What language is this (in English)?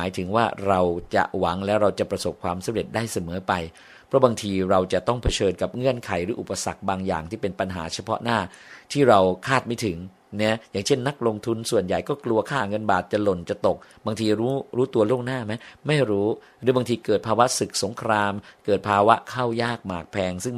Thai